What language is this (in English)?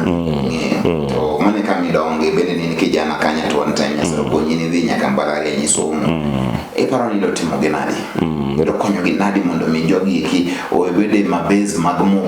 Luo (Kenya and Tanzania)